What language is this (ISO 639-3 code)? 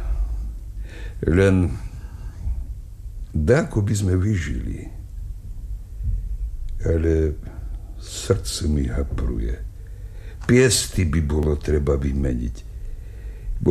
slk